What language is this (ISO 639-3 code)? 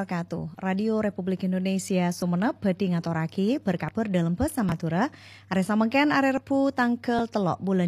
mad